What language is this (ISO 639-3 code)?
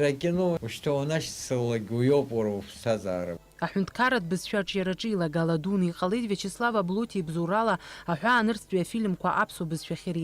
abk